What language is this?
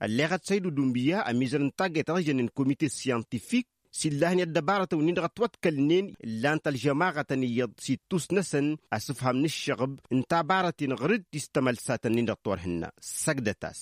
Tamasheq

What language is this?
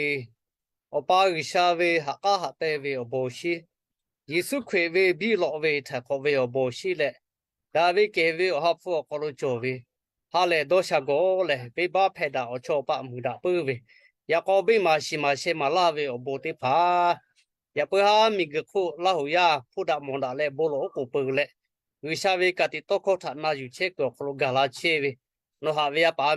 Lahu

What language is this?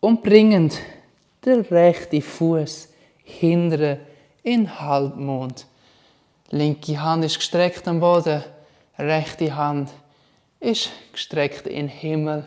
Swiss German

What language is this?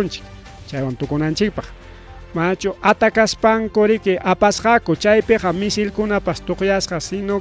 Ayacucho Quechua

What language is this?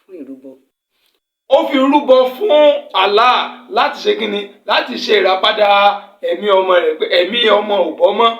Yoruba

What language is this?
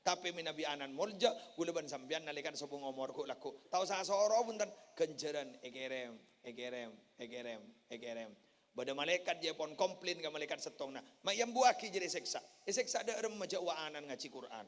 Madurese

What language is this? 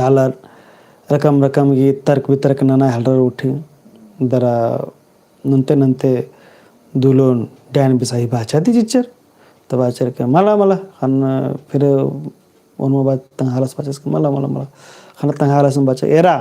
Kurukh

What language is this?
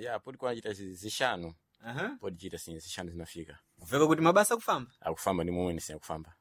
Sena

